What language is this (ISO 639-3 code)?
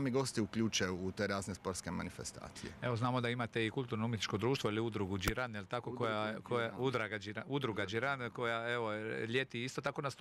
hrv